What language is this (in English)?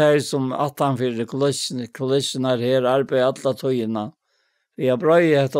Faroese